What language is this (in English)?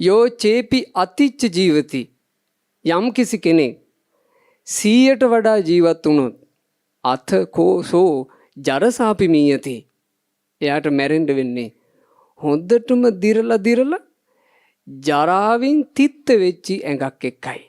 Sinhala